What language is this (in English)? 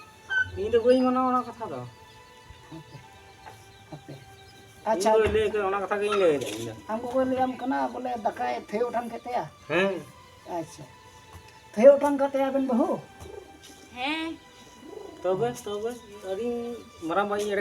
Santali